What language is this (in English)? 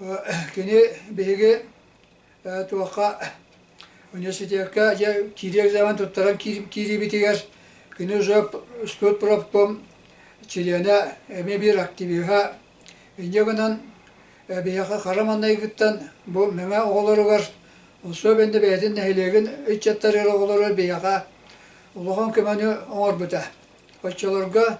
Yakut